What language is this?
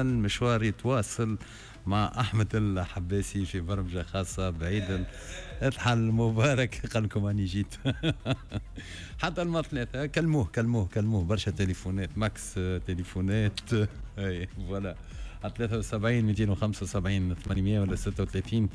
Tunisian Arabic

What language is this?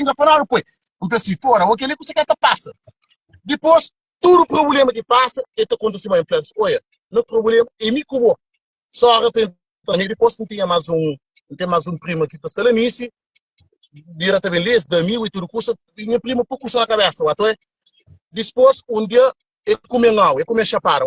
Kabuverdianu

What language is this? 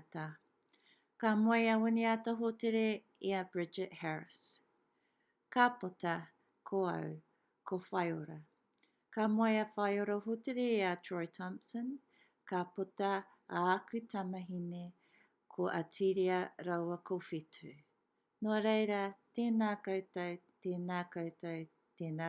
Māori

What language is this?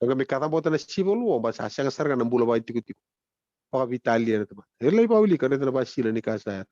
Fijian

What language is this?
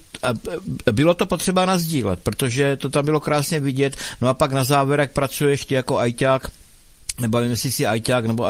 Czech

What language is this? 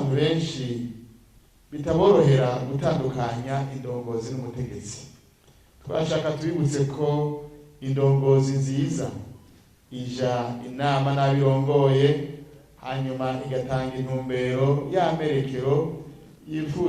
Rundi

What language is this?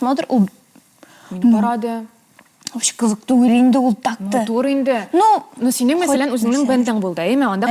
Tatar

